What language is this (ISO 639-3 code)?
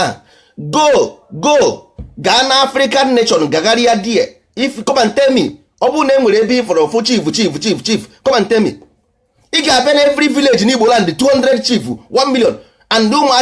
ibo